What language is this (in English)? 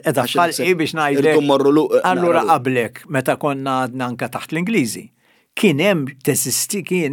Maltese